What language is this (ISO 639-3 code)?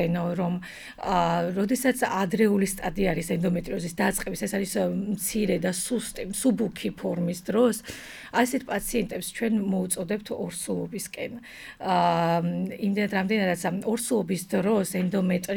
kat